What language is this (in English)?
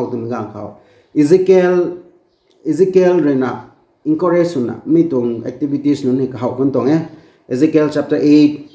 Rongmei Naga